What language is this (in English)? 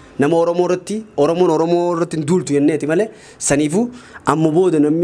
Oromo